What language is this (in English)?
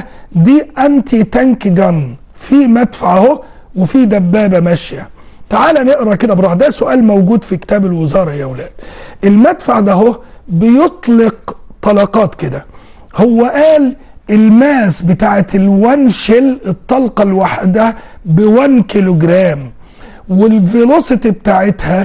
Egyptian Arabic